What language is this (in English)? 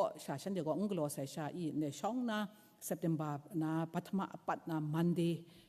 Kachin